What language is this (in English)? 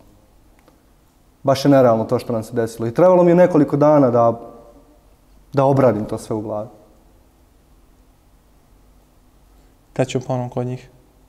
Croatian